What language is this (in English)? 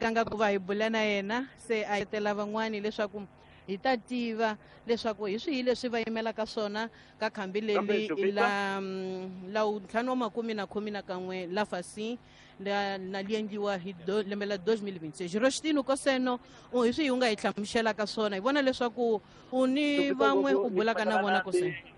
Tsonga